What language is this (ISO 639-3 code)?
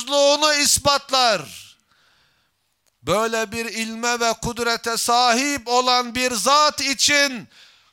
tur